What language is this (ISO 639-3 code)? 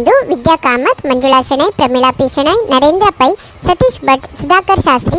kok